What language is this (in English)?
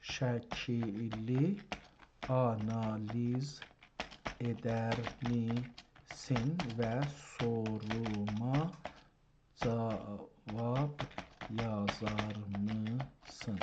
South Azerbaijani